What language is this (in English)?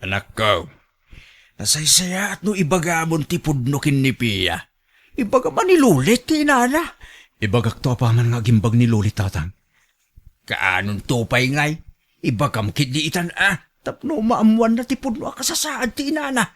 Iloko